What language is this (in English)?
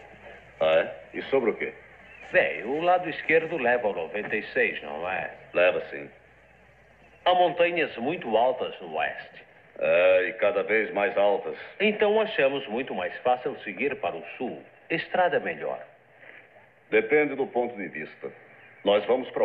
Portuguese